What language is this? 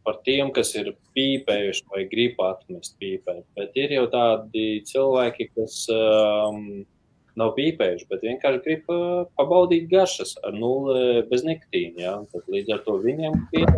Latvian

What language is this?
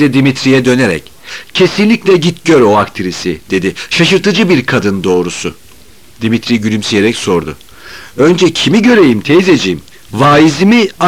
Turkish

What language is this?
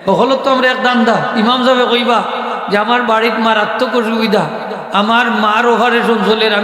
Sylheti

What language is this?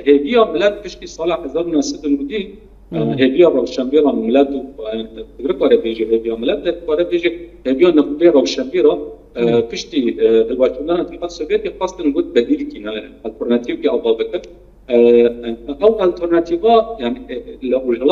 Kurdish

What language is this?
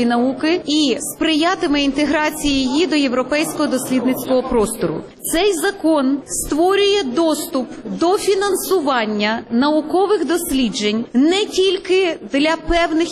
Ukrainian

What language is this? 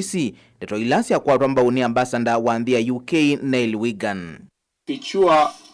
Kamba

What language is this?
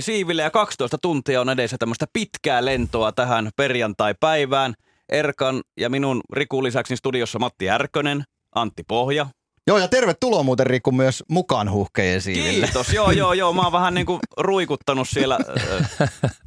Finnish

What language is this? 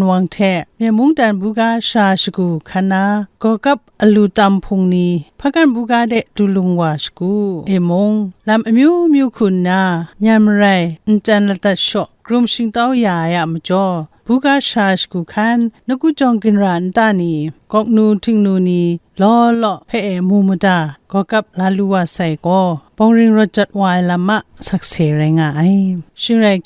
Kachin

